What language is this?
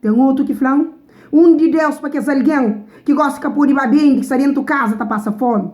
Kabuverdianu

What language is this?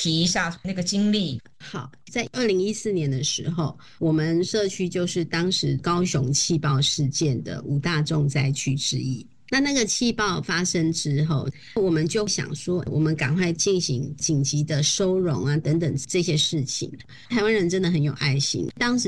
Chinese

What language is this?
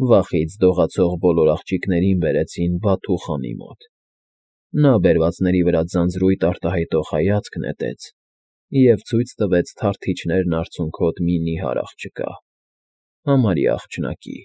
Armenian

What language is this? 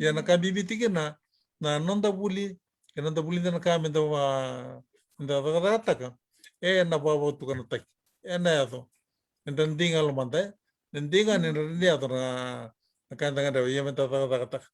Fijian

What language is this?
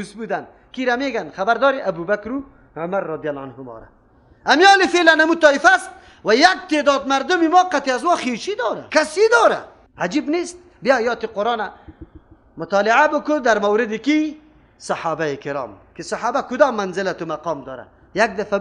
Persian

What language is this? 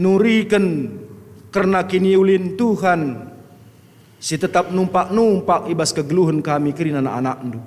Batak Karo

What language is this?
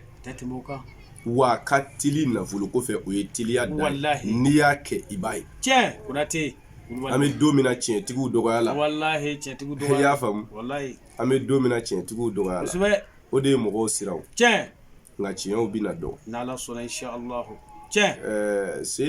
Bambara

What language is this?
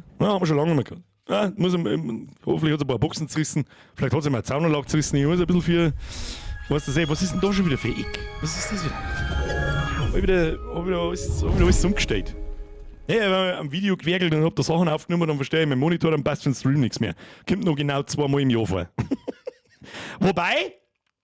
Bavarian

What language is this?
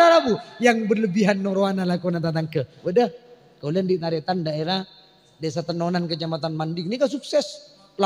Madurese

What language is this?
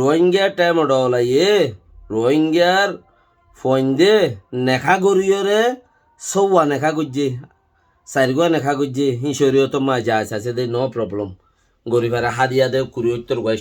Rohingya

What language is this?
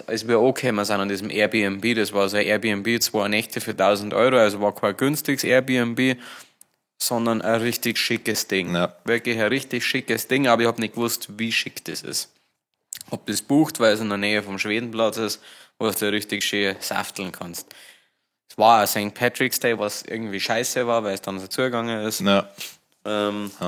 Bavarian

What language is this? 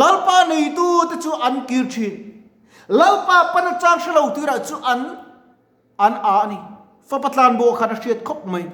Mizo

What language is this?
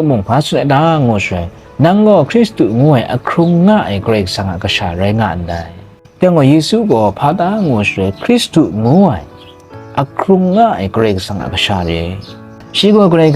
Kachin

